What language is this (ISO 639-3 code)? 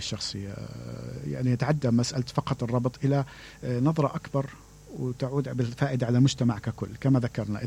acm